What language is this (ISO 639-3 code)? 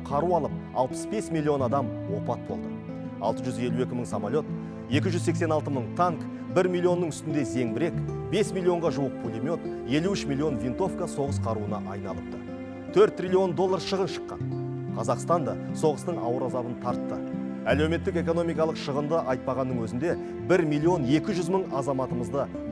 kaz